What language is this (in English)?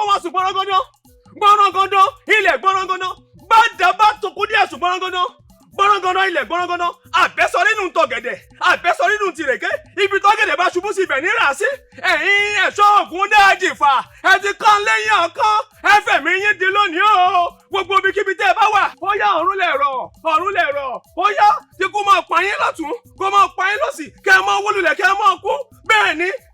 Yoruba